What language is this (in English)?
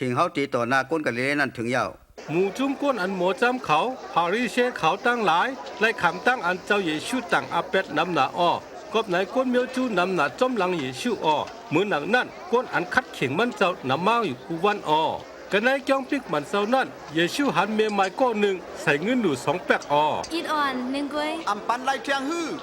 Shan